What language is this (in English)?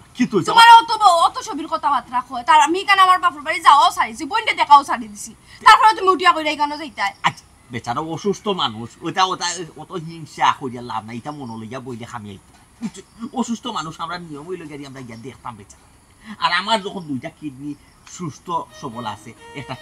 Sylheti